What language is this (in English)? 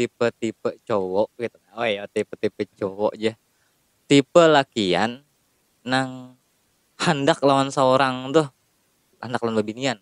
Banjar